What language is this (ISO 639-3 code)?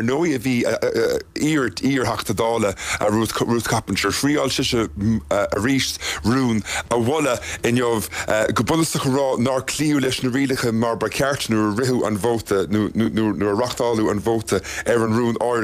gle